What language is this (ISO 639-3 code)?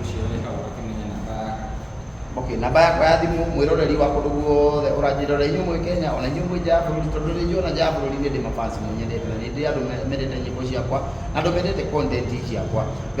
kik